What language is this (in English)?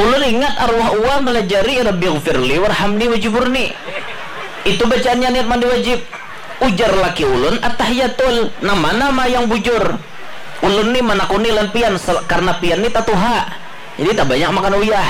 Banjar